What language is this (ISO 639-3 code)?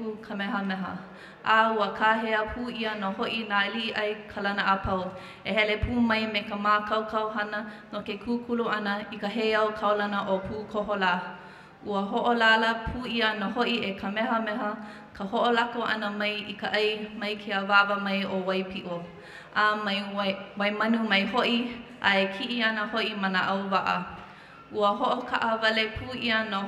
haw